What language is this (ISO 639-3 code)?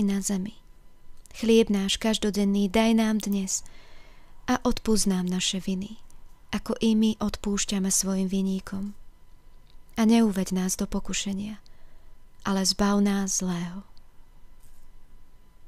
slk